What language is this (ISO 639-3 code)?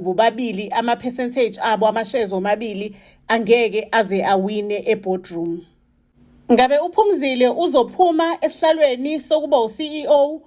zul